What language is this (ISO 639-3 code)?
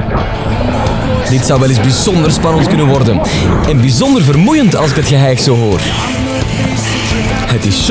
nld